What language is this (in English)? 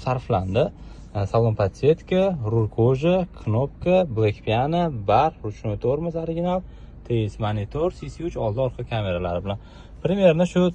Uzbek